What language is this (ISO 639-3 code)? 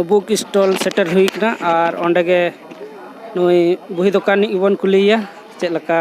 sat